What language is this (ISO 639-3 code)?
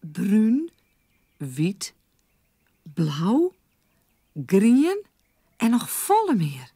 fry